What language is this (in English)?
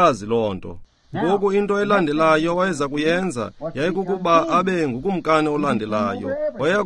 Xhosa